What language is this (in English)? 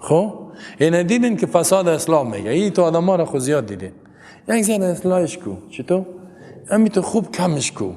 Persian